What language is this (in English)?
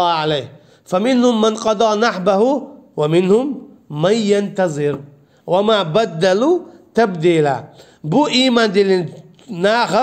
Chechen